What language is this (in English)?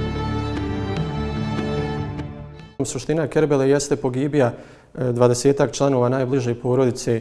Bosnian